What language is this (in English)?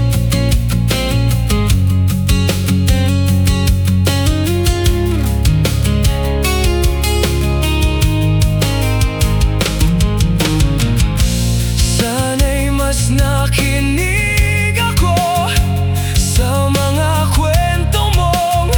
Filipino